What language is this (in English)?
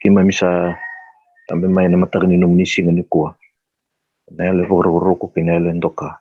Fijian